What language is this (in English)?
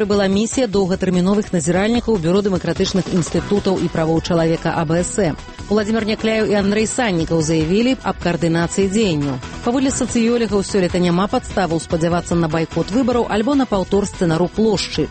Belarusian